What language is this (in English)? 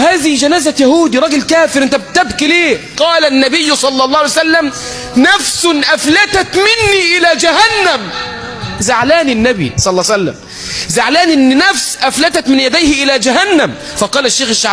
Egyptian Arabic